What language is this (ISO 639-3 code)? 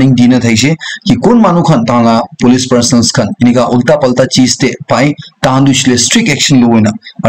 nag